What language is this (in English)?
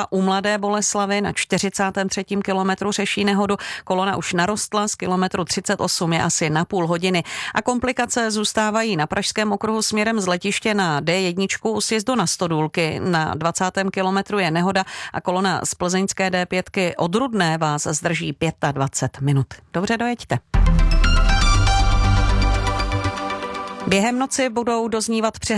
Czech